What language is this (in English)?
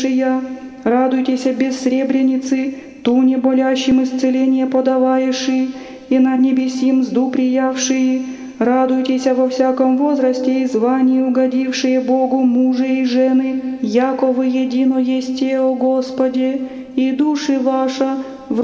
Russian